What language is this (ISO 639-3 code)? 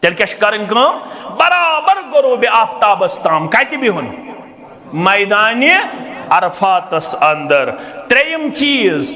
kas